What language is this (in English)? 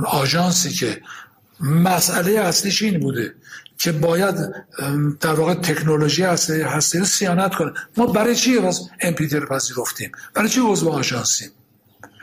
Persian